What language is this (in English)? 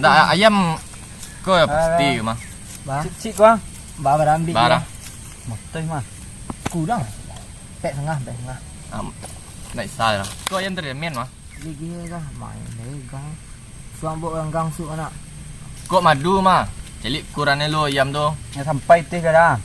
Minangkabau